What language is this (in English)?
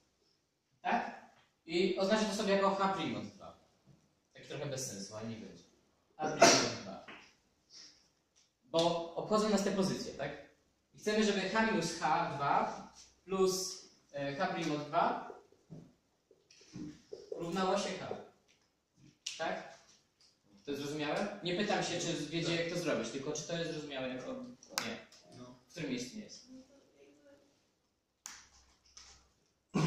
Polish